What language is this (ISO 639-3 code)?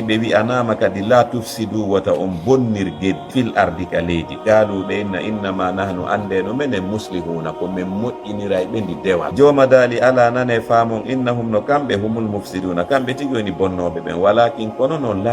ful